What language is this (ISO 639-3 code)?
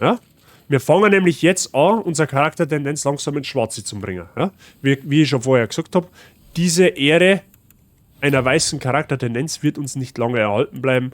bar